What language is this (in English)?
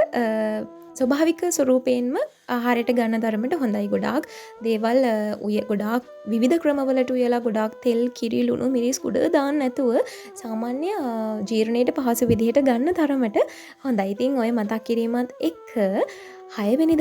Sinhala